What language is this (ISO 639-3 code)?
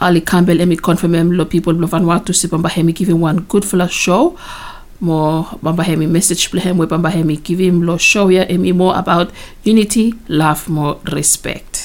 bis